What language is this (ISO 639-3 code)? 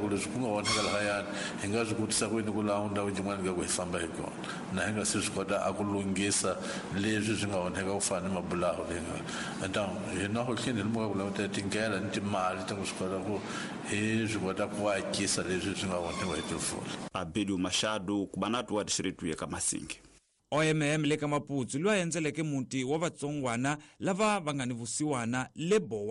tso